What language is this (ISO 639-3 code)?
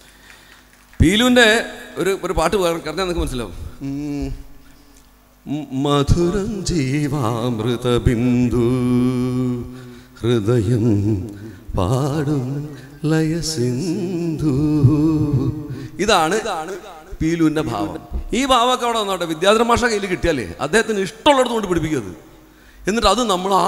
mal